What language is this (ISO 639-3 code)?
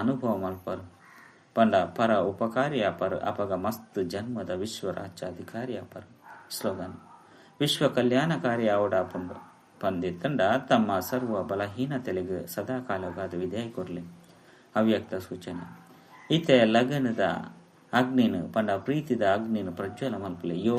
tcy